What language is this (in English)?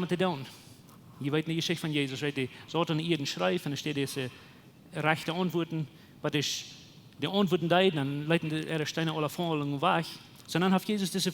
Plautdietsch